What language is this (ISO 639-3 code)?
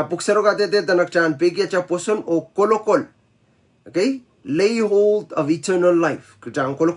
pon